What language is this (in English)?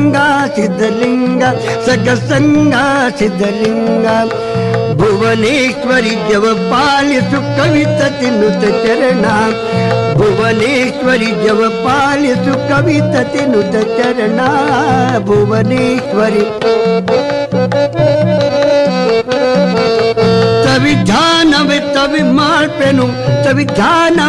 Kannada